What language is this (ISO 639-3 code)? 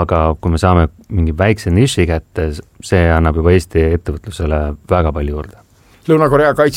est